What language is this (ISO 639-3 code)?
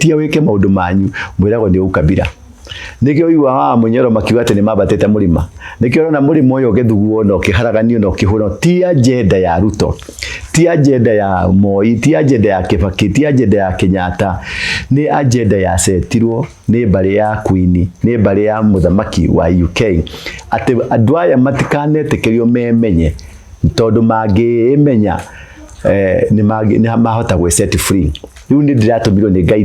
kik